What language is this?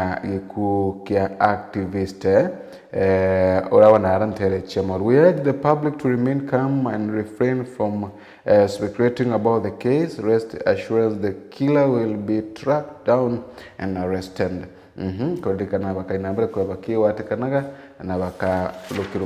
Meru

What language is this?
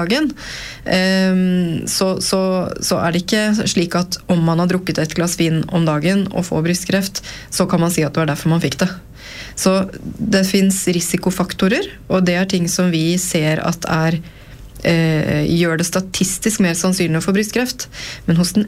Norwegian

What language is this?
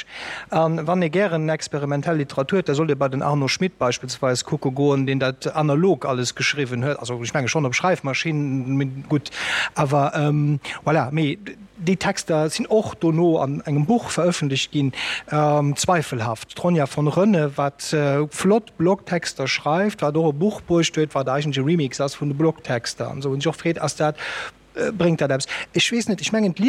Luxembourgish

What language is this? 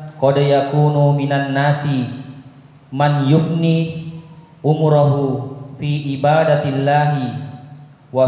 Indonesian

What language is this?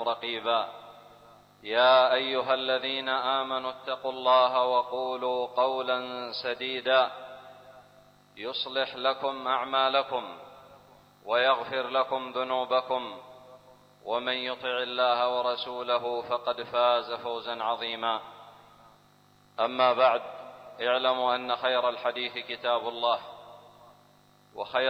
Arabic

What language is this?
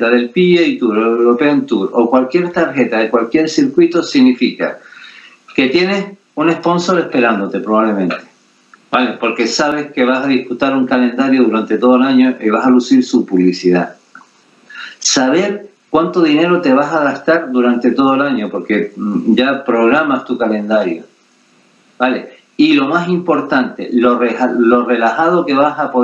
Spanish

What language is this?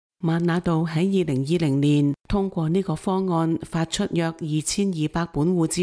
Cantonese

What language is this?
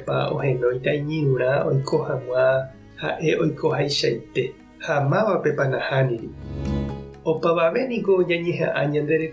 Guarani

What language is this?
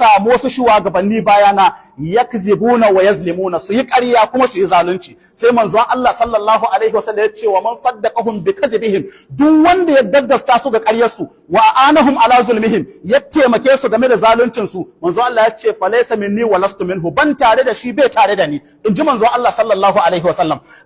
Hausa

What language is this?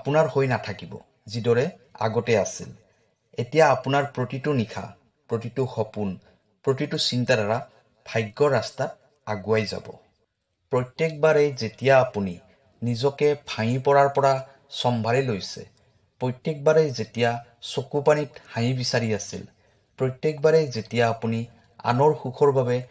Assamese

